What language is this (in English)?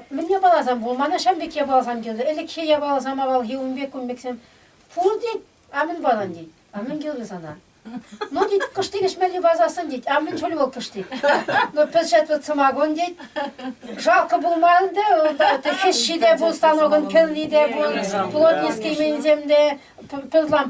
Chuvash